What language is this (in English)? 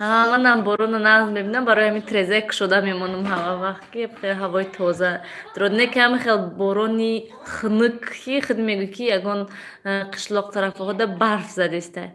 Tajik